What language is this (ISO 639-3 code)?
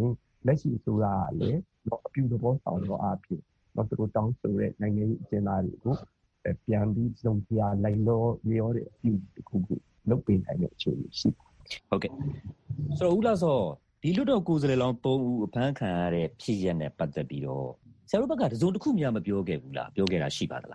mya